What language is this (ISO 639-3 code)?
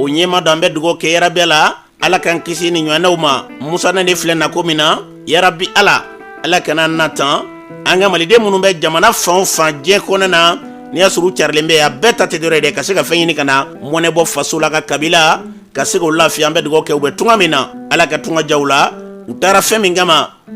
bam